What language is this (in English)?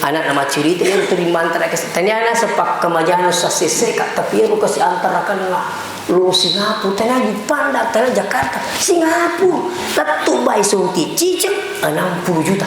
Buginese